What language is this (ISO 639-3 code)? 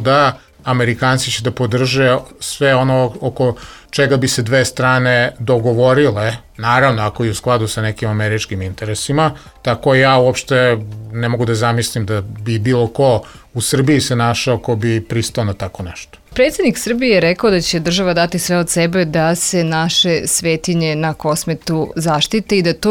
srp